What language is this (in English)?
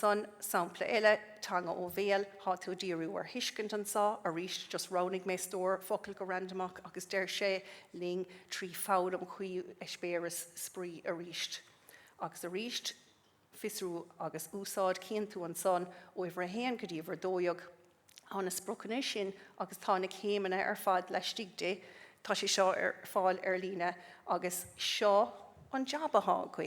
Irish